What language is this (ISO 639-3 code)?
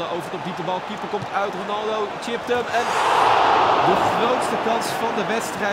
nld